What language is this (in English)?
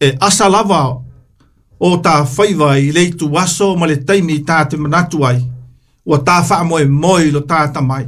Samoan